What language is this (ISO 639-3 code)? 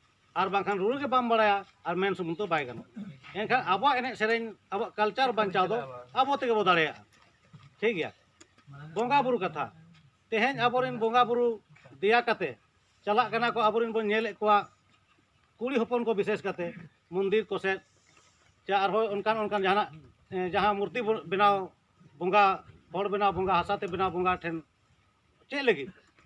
sat